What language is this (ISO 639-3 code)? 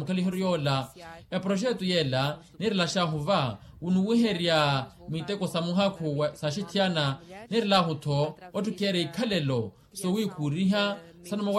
vmw